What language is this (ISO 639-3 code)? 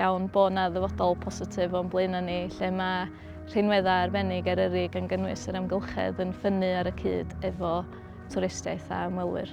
cym